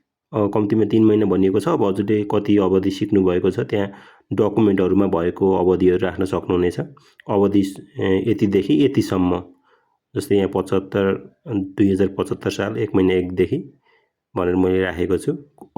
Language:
Nepali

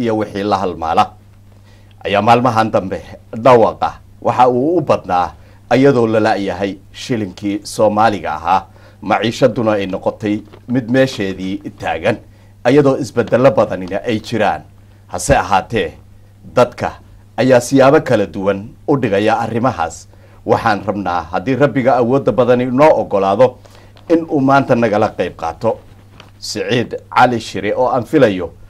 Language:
Somali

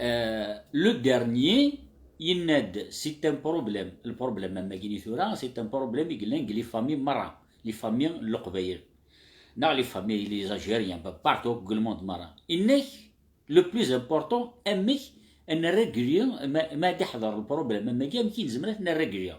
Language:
Kabyle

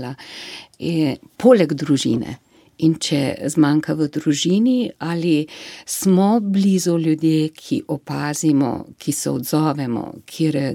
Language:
Slovenian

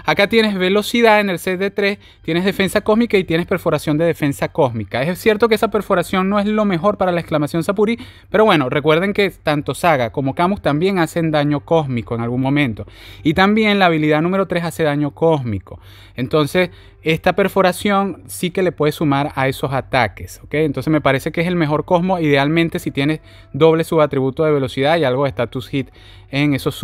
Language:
Spanish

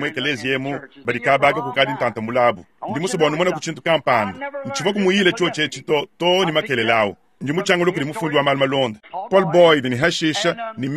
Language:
Luba-Lulua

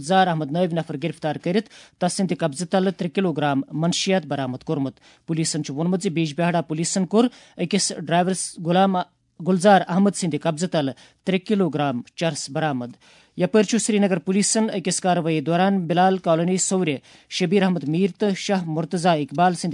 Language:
Kashmiri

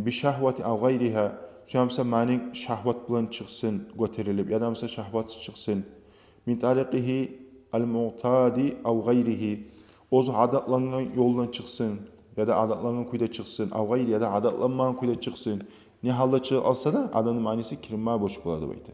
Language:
Kumyk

